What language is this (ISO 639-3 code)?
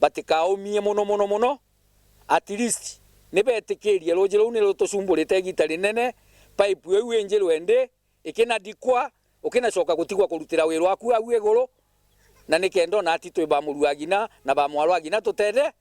mer